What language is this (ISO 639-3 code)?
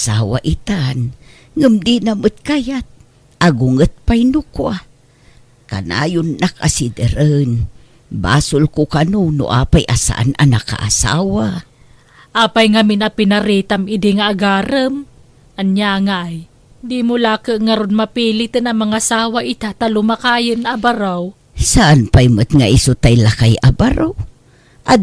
ilo